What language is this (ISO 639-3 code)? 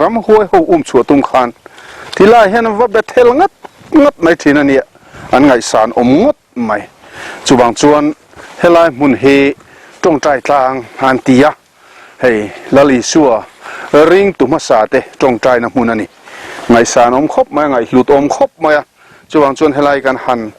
lus